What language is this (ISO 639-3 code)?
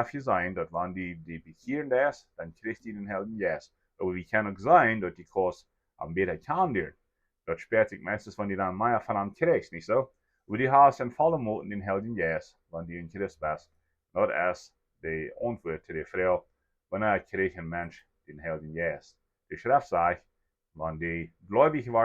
pdt